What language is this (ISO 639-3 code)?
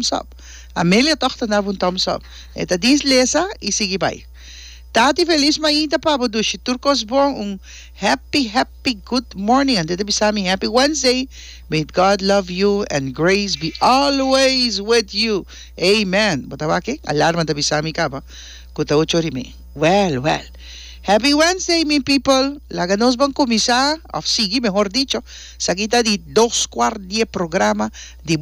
pap